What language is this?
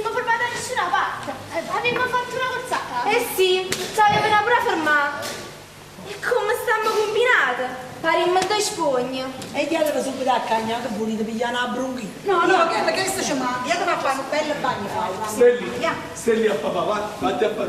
Neapolitan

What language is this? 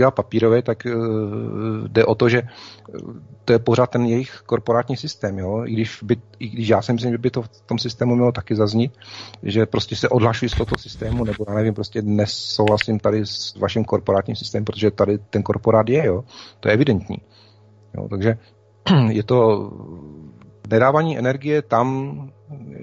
Czech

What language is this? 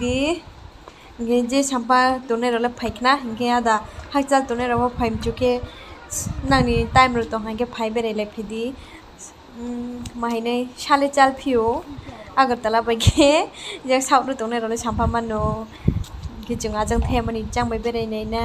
Riang (India)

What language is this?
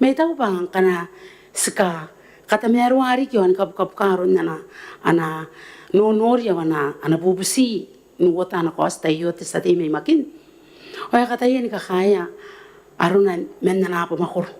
Gilbertese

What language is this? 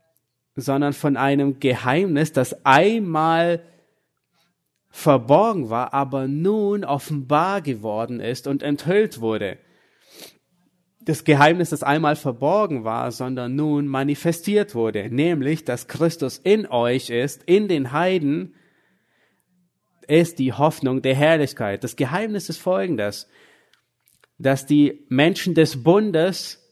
German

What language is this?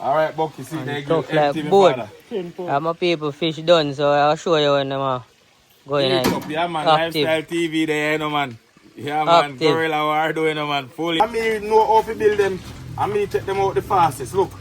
Jamaican Creole English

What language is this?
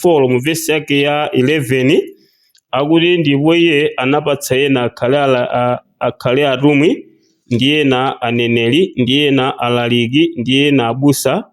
Nyanja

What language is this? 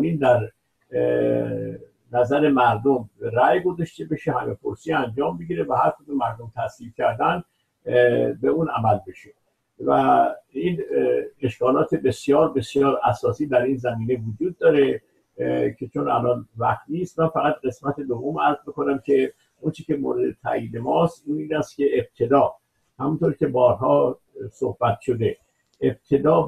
Persian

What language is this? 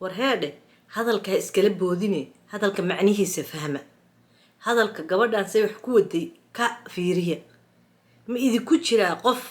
Somali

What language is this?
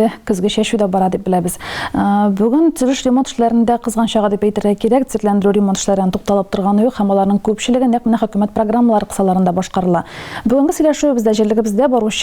Tatar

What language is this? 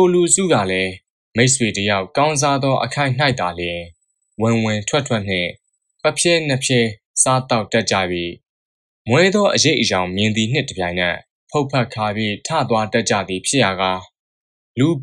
Burmese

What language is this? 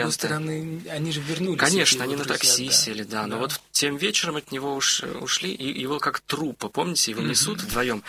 Russian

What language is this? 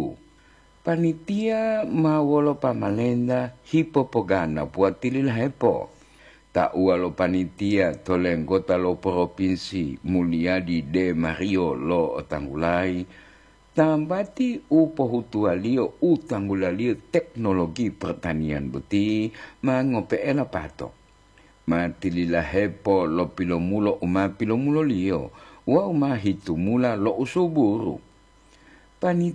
Gorontalo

